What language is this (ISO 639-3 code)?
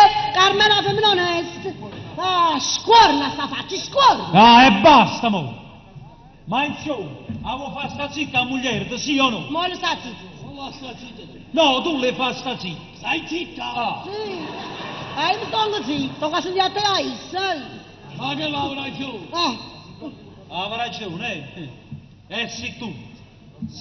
nap